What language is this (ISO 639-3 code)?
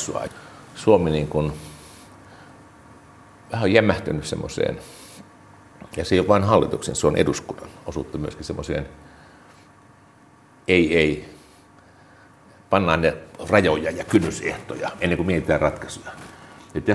fin